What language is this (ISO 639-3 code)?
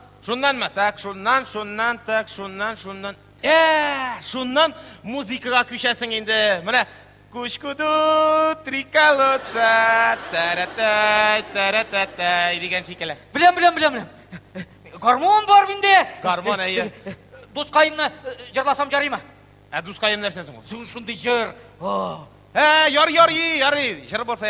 tat